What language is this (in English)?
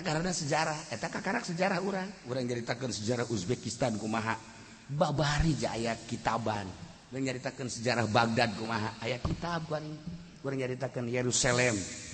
Sundanese